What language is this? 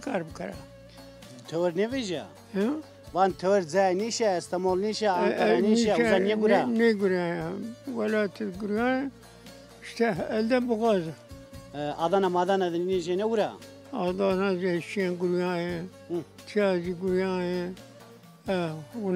Zaza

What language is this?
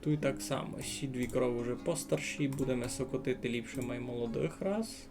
Rusyn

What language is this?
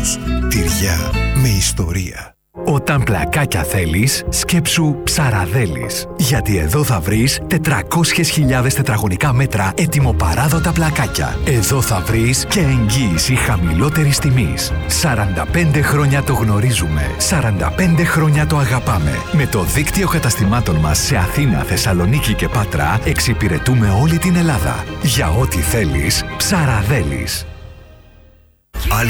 Greek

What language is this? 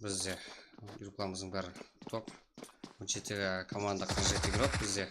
Kara-Kalpak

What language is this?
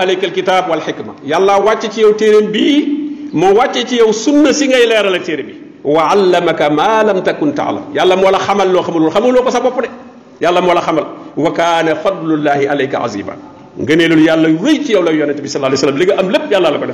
Wolof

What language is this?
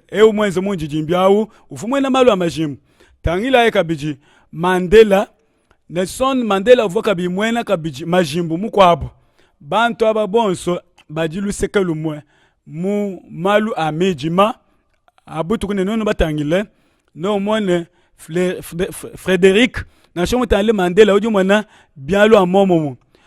Luba-Lulua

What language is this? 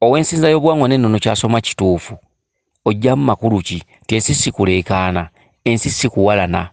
Ganda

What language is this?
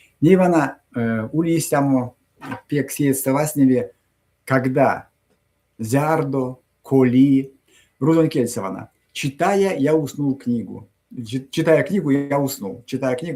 Erzya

